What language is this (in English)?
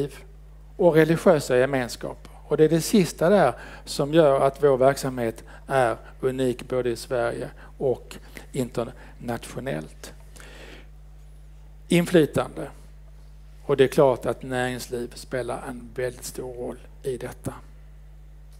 Swedish